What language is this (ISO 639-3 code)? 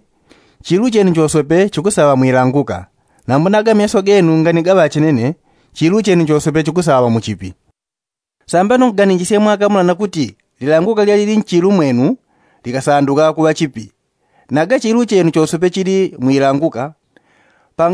yao